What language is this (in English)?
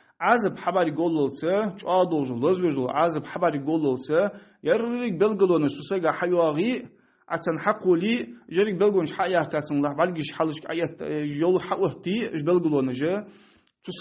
Ingush